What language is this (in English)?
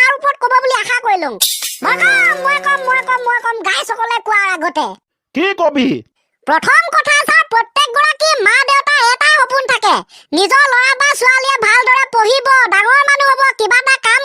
Assamese